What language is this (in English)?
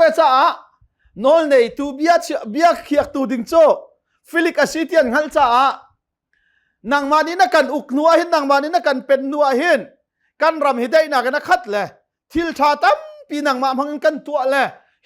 Hakha Chin